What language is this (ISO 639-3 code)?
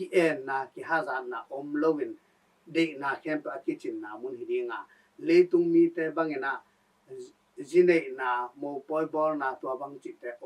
ctd